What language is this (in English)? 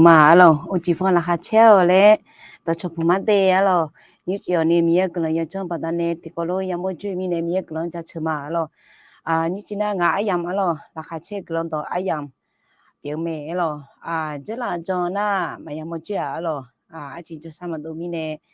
Akha